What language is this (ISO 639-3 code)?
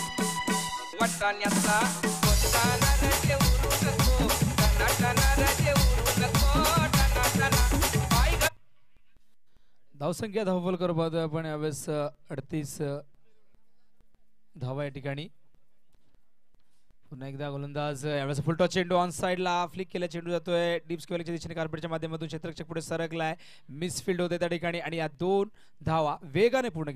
mar